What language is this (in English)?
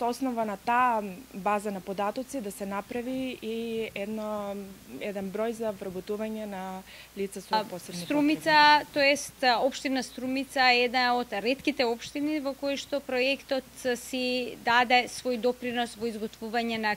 Macedonian